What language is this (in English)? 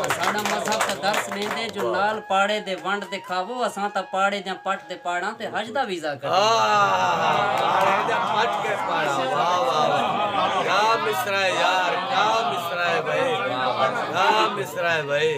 Saraiki